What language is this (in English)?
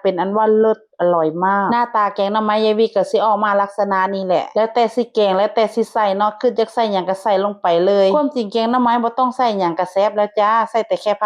Northeastern Thai